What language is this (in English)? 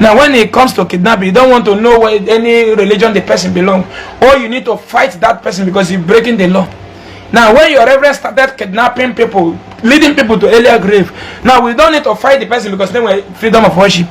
Igbo